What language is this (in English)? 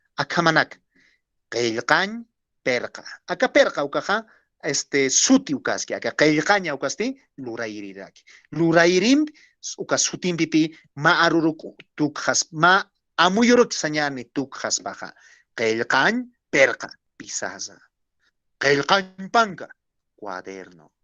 Aymara